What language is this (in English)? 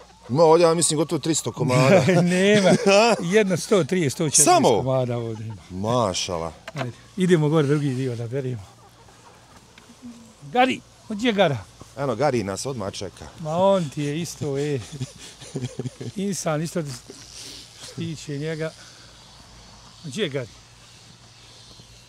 Bosnian